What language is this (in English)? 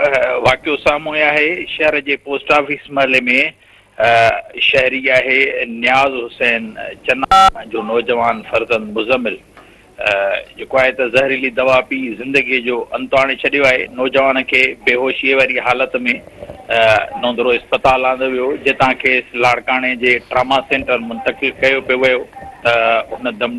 Sindhi